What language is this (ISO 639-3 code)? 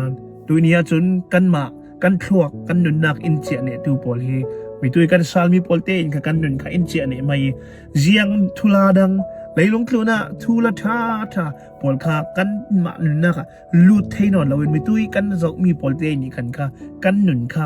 cnh